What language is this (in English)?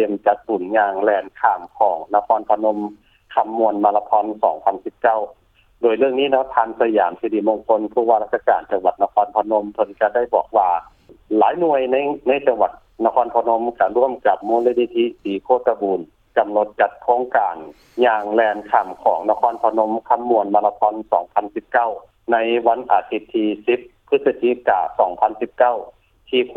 Lao